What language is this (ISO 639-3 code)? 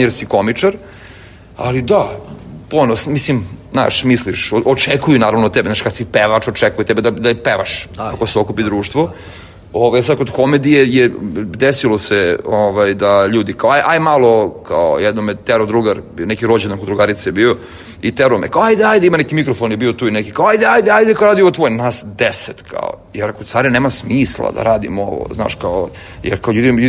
srp